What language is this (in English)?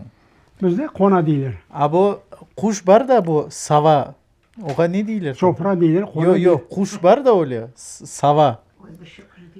Crimean Tatar